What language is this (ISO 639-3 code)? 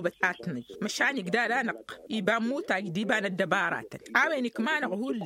taq